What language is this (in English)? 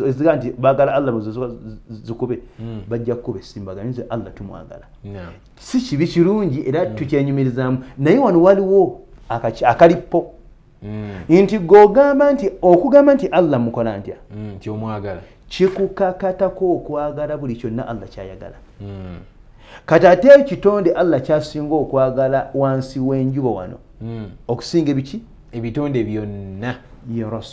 Ganda